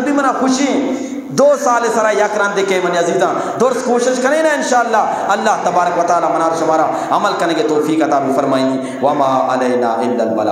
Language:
Eastern Balochi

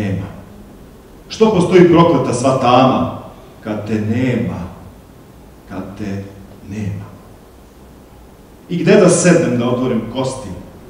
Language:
Serbian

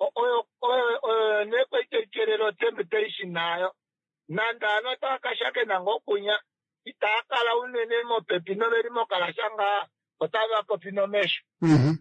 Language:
Kuanyama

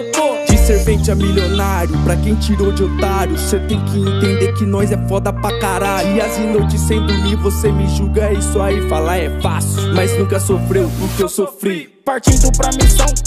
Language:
Portuguese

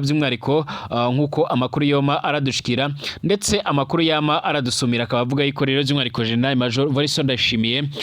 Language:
Rundi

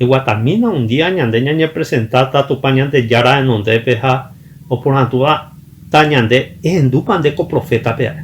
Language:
Guarani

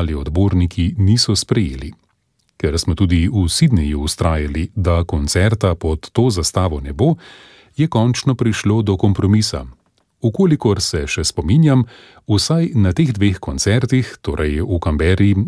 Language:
Slovenian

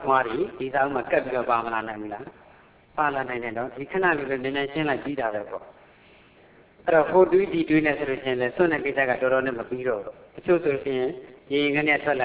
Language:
Burmese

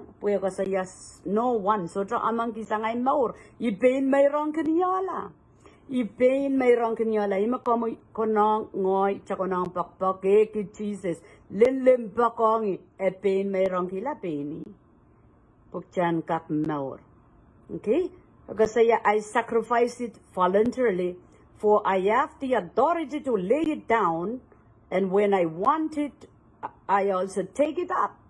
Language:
Pohnpeian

